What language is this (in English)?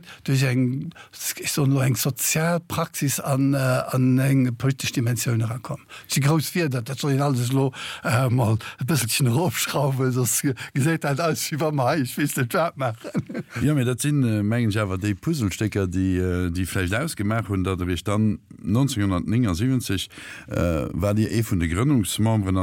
Luxembourgish